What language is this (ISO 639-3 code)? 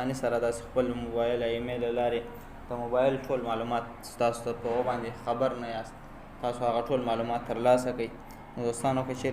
pus